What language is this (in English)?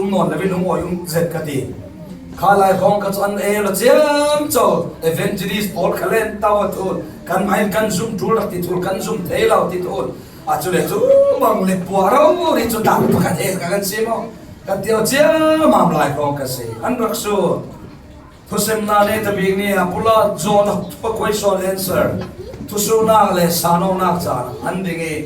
Falam Chin